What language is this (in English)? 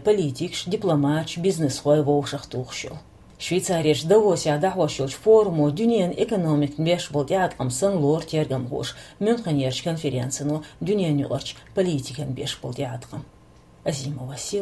Chechen